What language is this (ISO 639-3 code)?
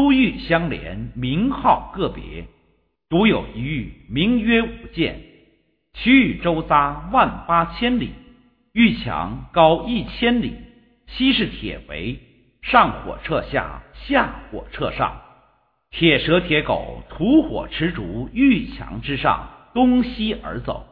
zho